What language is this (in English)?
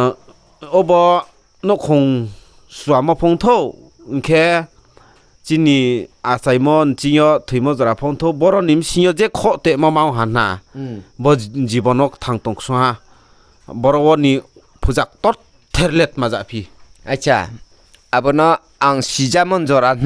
Riang (India)